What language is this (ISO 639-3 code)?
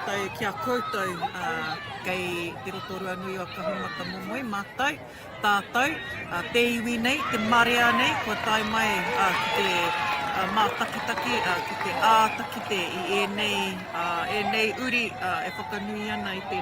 mri